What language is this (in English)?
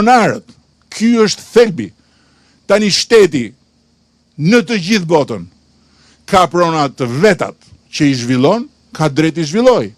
Albanian